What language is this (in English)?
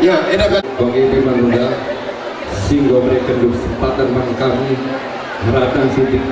Batak Karo